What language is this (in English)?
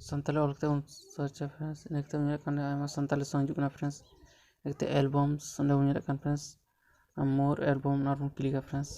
Santali